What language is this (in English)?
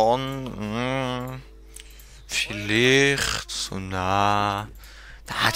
Swiss German